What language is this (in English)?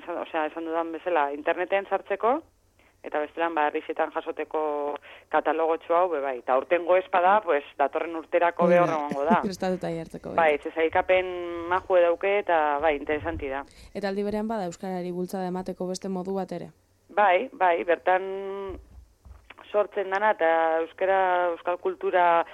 Basque